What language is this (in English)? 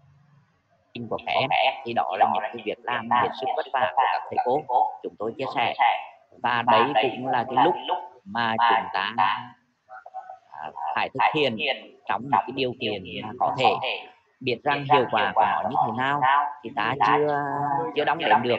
Vietnamese